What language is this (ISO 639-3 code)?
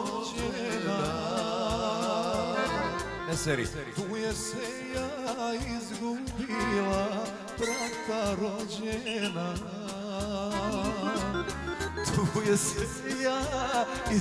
srp